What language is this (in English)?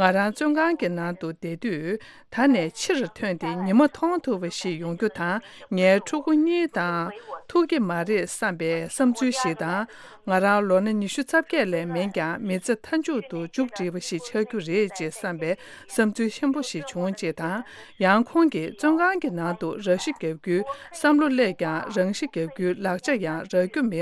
Tibetan